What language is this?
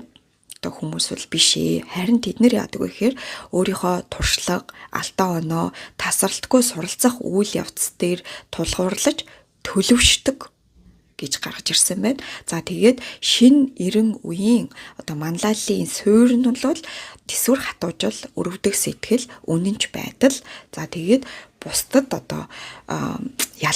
Mongolian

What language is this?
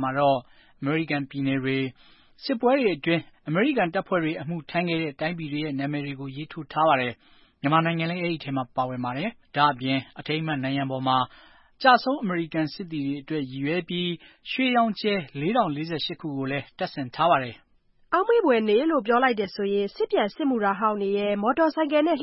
Burmese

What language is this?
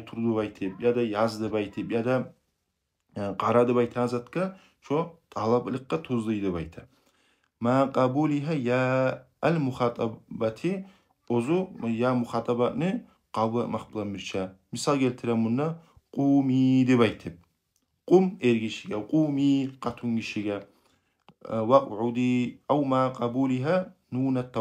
Kumyk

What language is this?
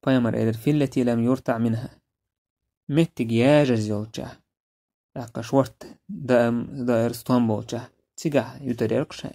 Chechen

